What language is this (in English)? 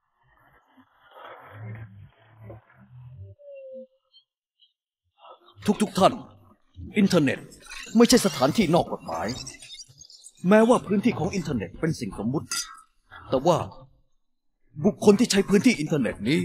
Thai